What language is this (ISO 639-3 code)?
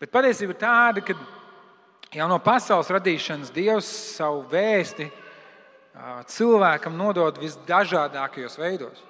lav